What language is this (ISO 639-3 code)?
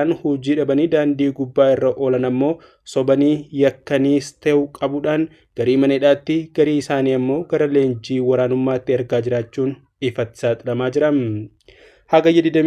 orm